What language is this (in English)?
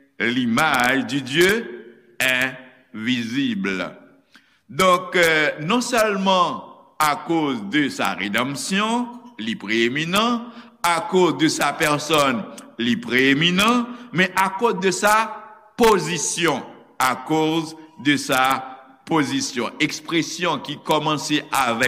Haitian Creole